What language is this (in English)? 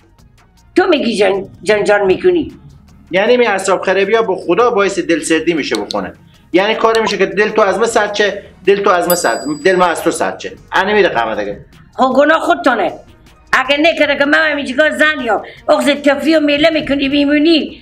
Persian